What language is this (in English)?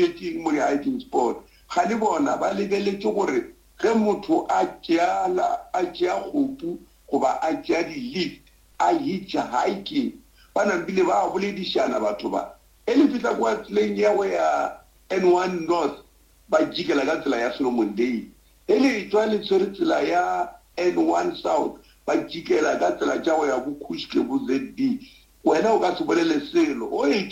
Northern Sotho